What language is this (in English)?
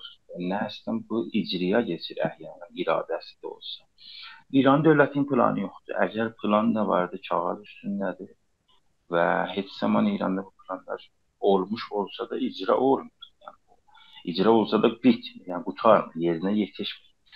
South Azerbaijani